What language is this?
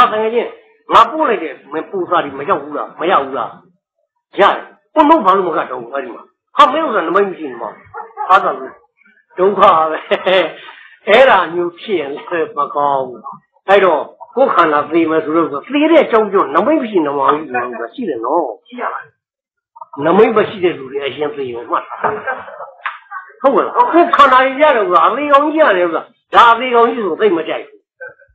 Burmese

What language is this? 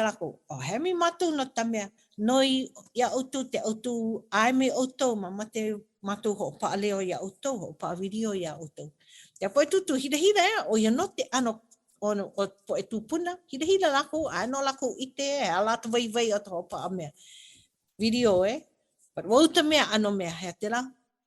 Hawaiian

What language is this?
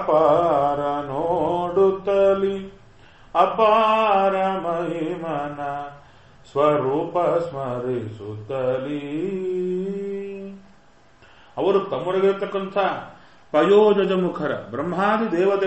Kannada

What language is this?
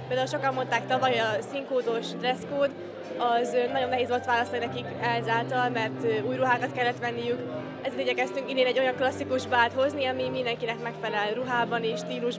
Hungarian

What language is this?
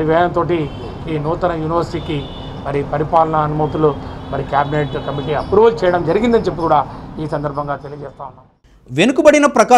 Telugu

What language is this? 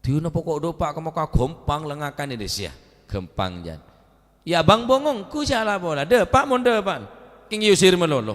Madurese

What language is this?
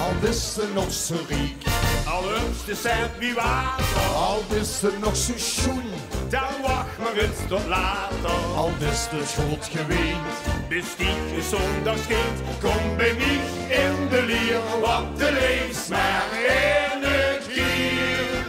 Limburgish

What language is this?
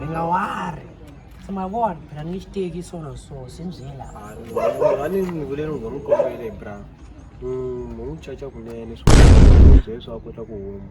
Tsonga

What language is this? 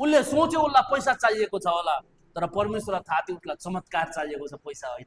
Nepali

